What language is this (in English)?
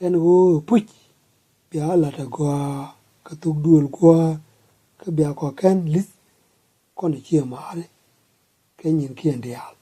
Nuer